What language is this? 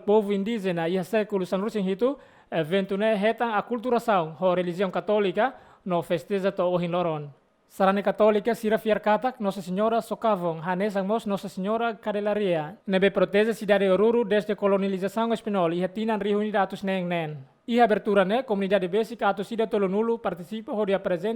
Tetum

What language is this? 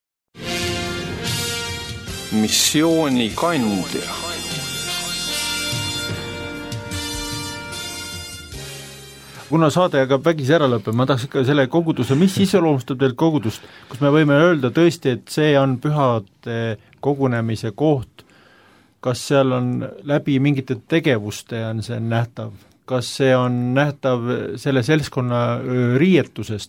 Estonian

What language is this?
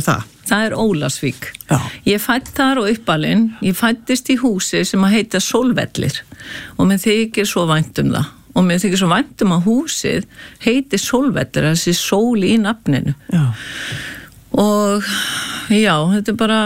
Icelandic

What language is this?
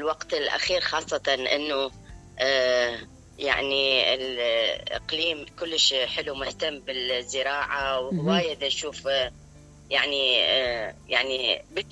Mesopotamian Arabic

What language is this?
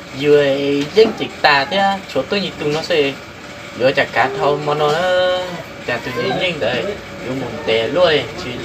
Hmong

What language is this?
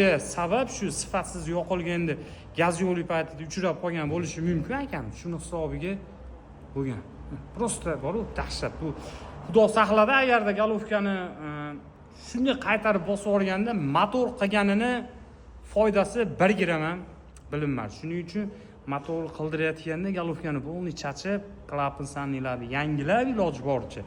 Uzbek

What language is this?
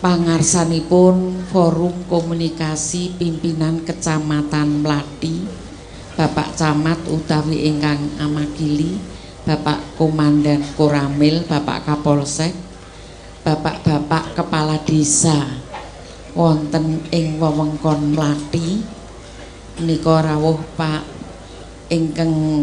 Javanese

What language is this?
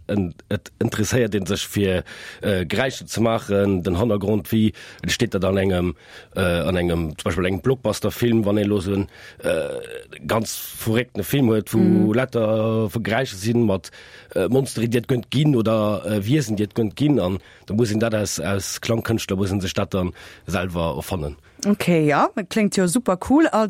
Luxembourgish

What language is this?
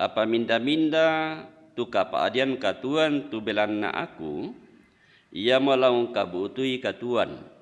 Toraja-Sa'dan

